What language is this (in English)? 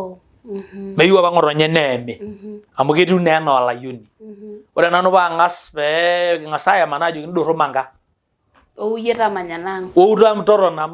Masai